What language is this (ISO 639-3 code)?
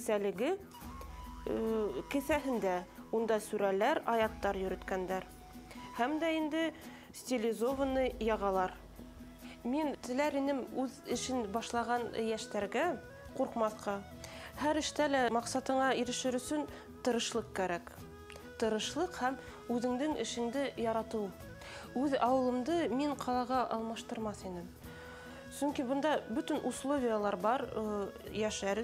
bak